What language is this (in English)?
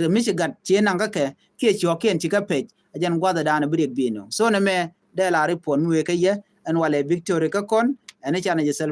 Nuer